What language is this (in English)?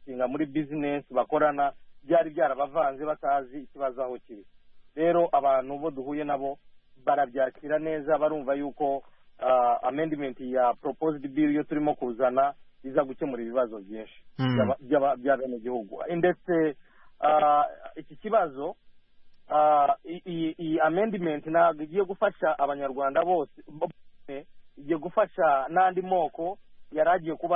Kinyarwanda